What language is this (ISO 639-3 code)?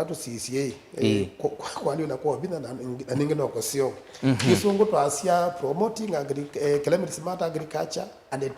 kam